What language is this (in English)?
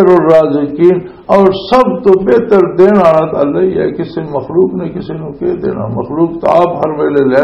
Western Panjabi